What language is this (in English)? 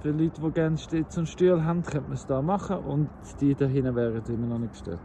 Swiss German